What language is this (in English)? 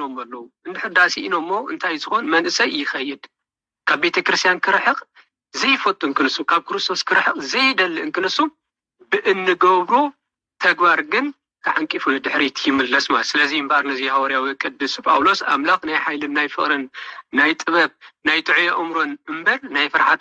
Tigrinya